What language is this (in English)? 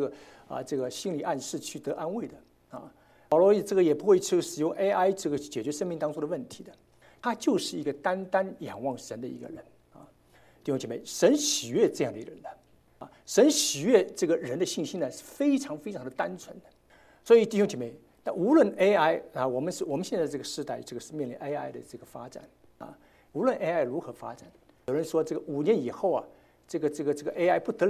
Chinese